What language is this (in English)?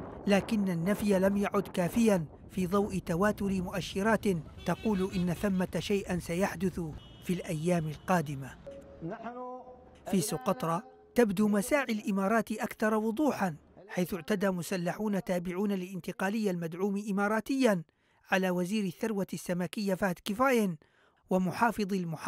Arabic